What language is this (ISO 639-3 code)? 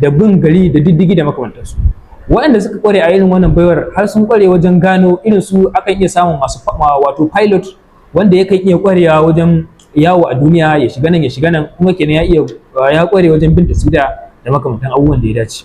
hau